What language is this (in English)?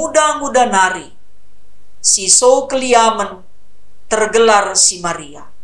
Batak Karo